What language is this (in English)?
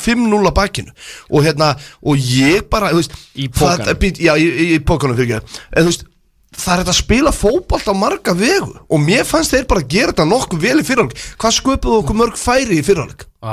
Icelandic